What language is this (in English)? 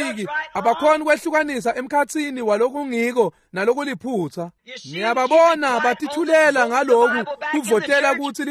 Swati